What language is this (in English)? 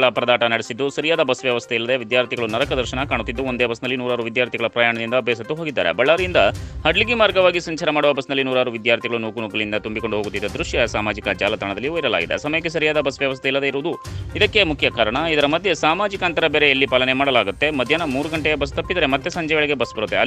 Kannada